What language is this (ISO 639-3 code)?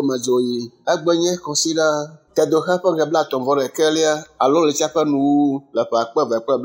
ewe